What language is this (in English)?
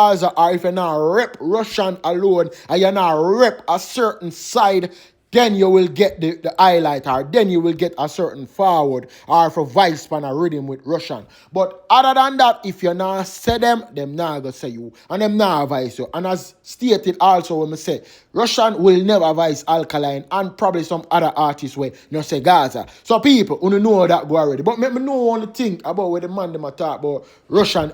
Jamaican Creole English